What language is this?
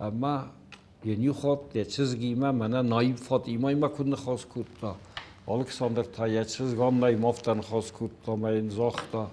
Ossetic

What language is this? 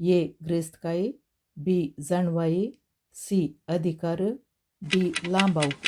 Konkani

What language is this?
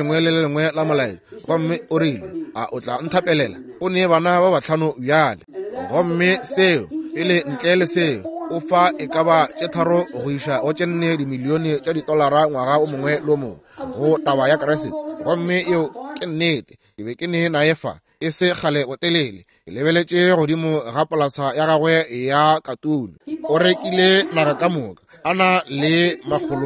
Northern Sotho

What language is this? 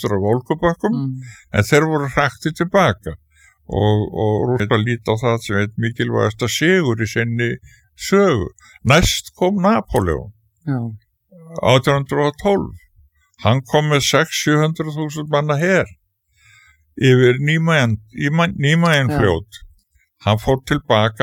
Icelandic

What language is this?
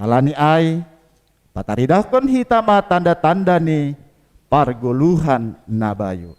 Batak Simalungun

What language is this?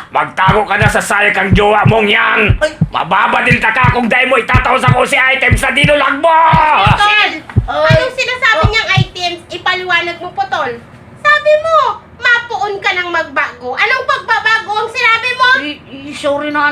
Bikol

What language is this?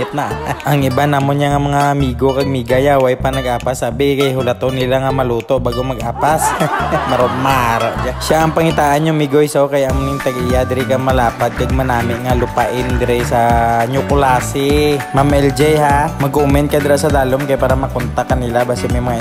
Hiligaynon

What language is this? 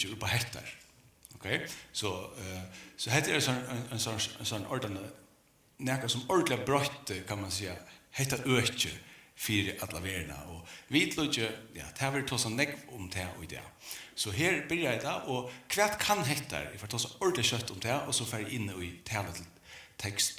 Faroese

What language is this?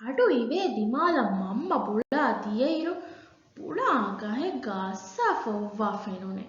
Divehi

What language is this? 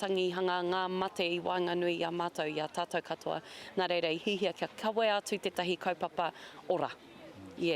Māori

